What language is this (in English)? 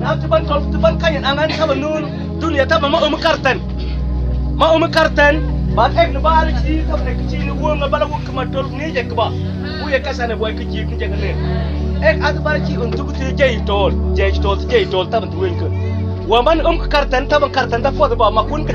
Mabaan